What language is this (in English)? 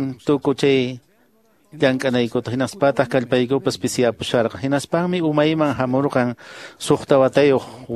Quechua